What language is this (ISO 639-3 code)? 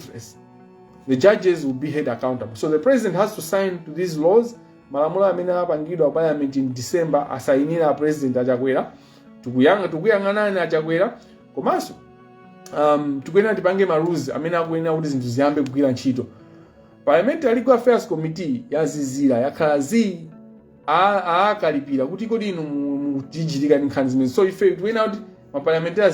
nya